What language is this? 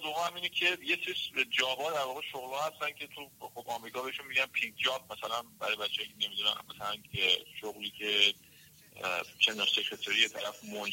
Persian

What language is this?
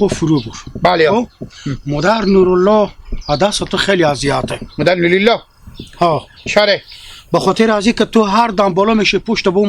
Hazaragi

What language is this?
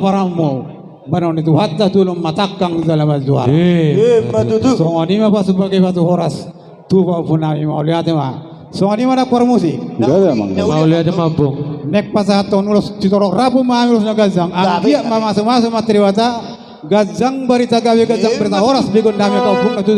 Batak Toba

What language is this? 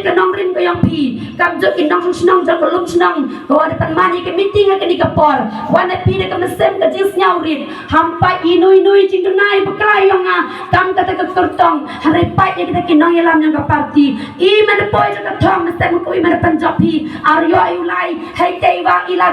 Khasi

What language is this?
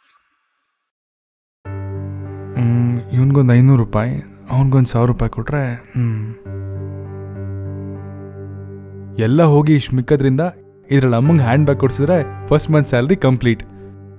Kannada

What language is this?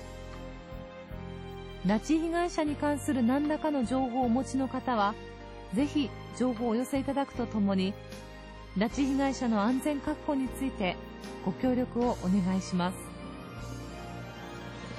Japanese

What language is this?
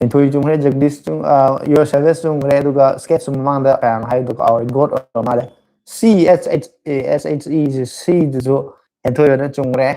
Manipuri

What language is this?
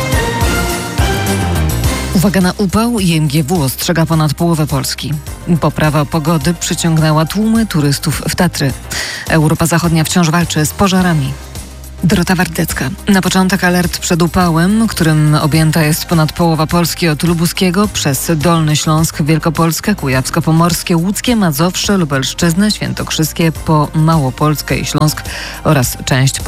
Polish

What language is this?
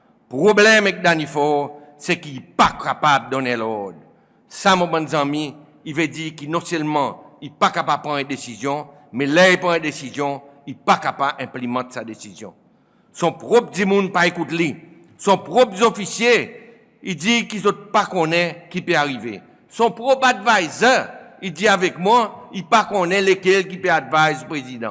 Seselwa Creole French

